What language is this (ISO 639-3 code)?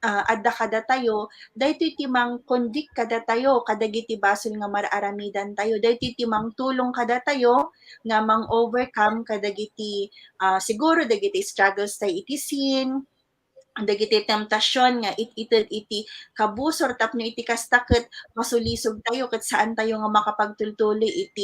ilo